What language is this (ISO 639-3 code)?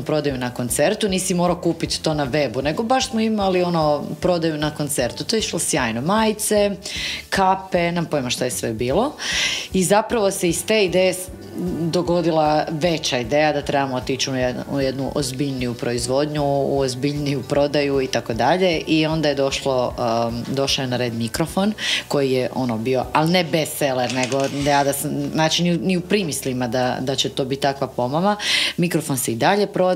hrv